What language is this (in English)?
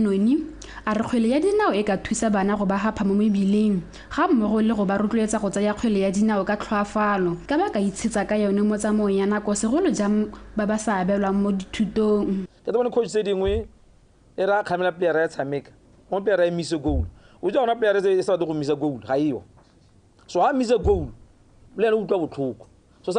Tswana